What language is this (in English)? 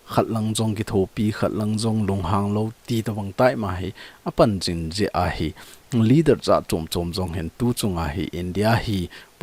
Thado Chin